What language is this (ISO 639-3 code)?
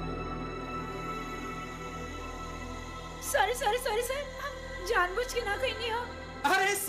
bho